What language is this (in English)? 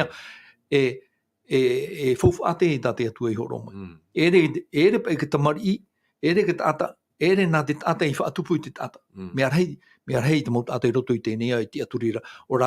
Tahitian